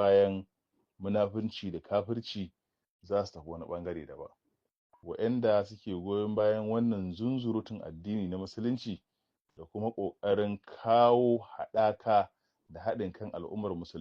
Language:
Hausa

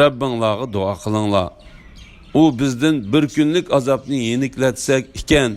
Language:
Uyghur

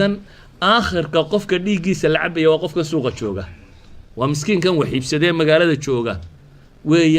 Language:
Somali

